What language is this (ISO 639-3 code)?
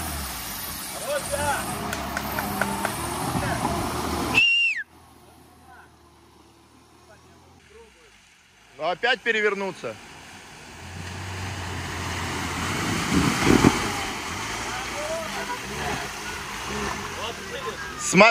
rus